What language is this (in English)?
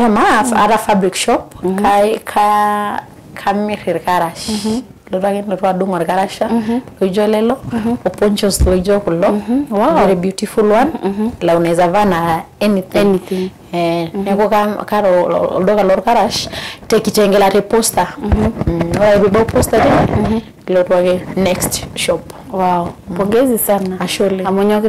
Masai